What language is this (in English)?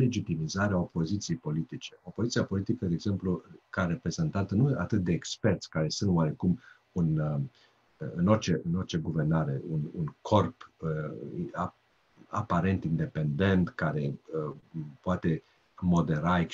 Romanian